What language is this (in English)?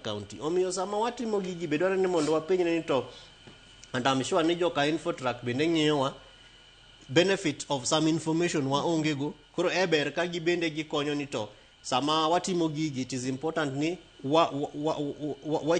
Luo (Kenya and Tanzania)